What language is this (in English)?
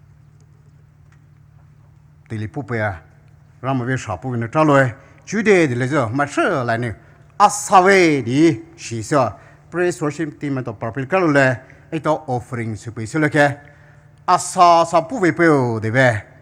Poumei Naga